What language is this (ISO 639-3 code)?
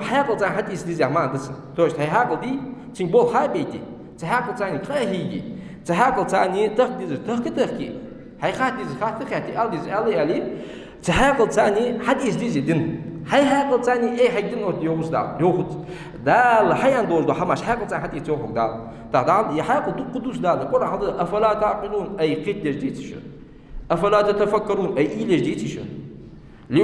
inh